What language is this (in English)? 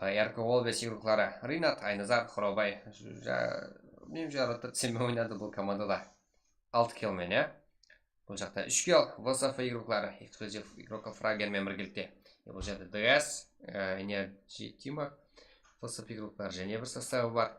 Kara-Kalpak